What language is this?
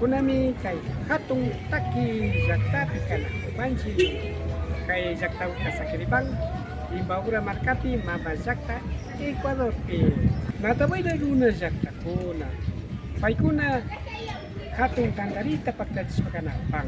Imbabura Highland Quichua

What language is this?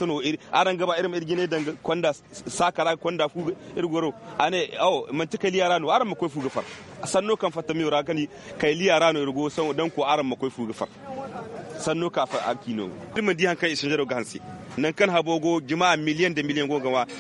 Zarma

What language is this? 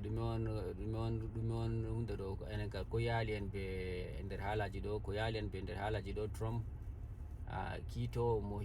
Fula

